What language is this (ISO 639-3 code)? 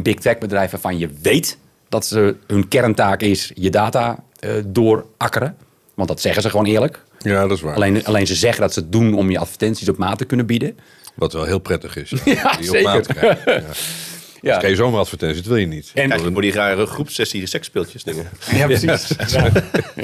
nld